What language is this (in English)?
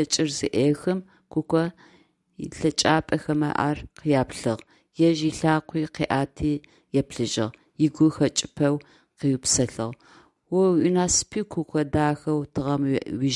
Adyghe